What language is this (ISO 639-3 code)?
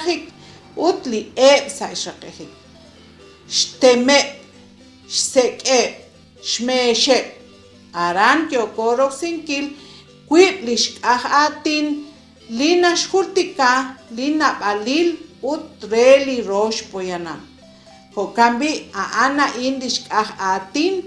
kek